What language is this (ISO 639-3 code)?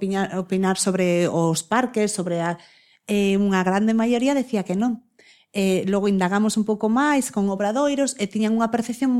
glg